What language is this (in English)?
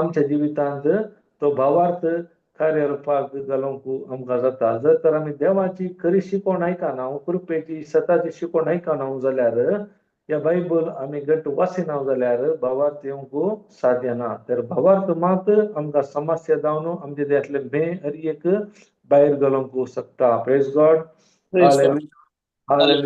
Konkani